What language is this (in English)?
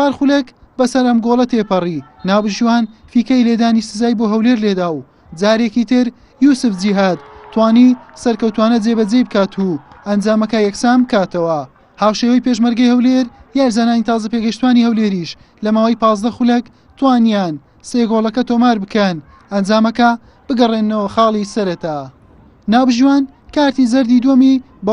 Central Kurdish